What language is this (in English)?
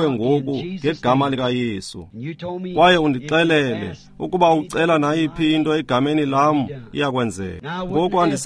Xhosa